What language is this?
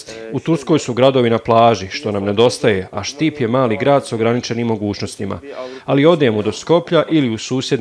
Bosnian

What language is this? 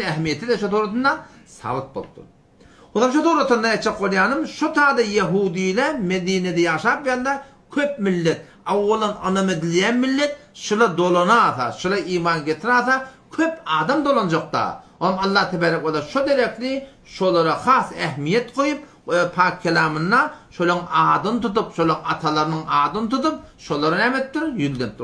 Turkmen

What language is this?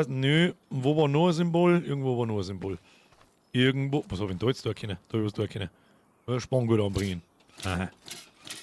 Bavarian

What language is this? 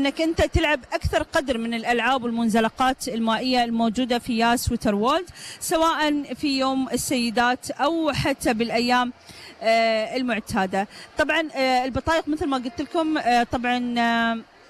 Gulf Arabic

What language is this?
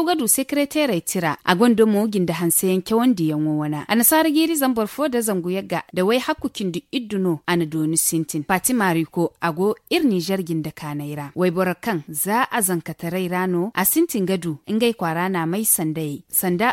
Zarma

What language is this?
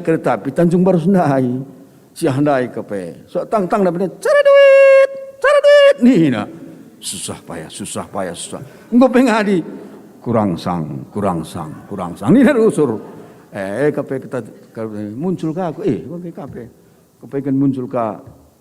Batak Karo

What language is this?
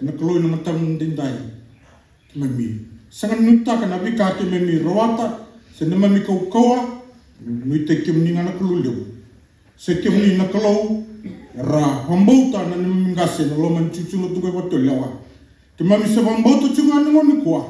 Fijian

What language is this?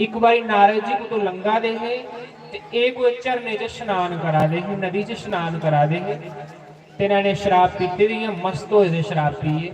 Dogri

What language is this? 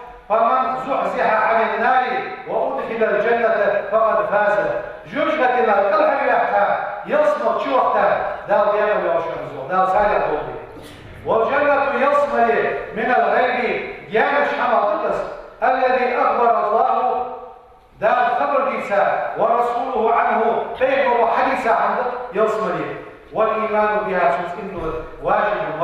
Ingush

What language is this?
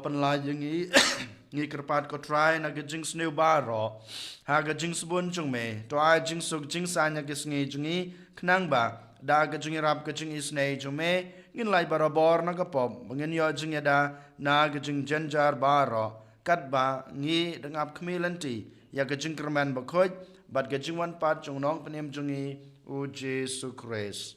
Khasi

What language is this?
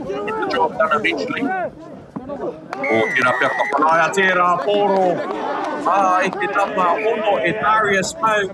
Māori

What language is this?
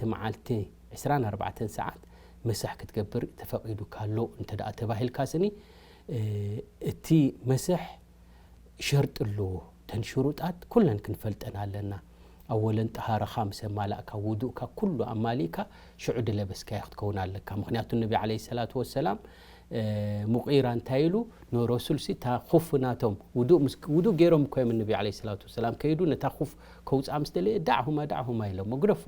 Tigrinya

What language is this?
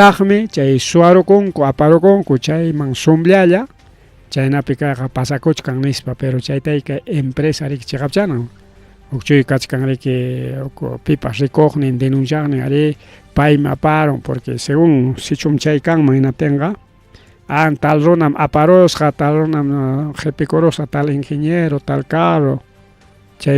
Ayacucho Quechua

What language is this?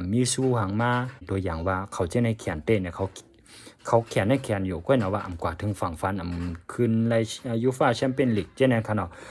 Shan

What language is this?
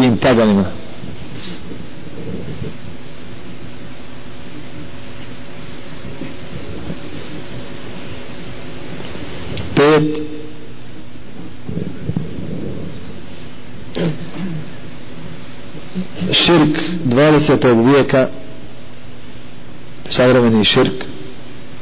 Bosnian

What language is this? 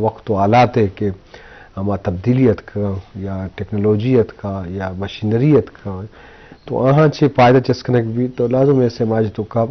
Eastern Balochi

